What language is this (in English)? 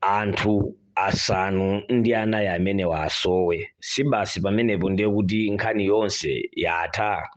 Nyanja